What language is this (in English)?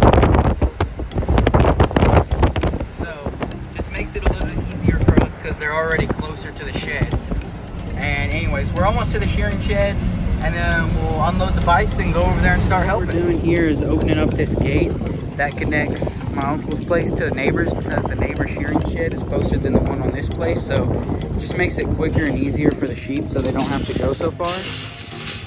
English